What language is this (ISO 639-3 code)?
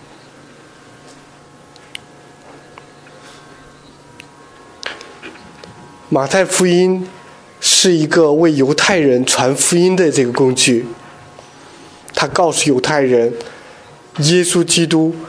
zho